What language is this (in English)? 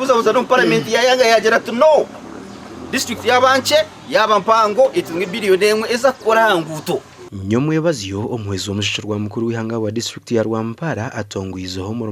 Nyankole